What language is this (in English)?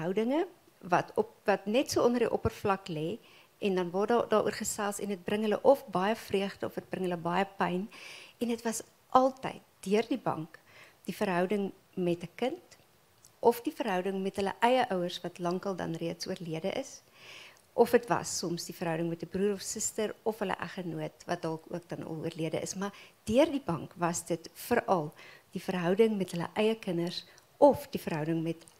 Afrikaans